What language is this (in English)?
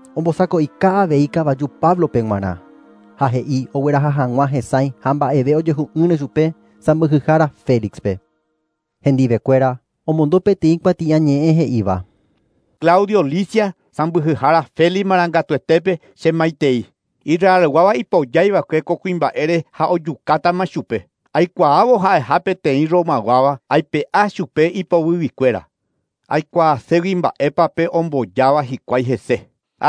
Guarani